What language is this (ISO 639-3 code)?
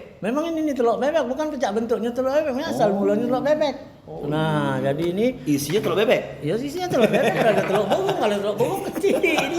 mui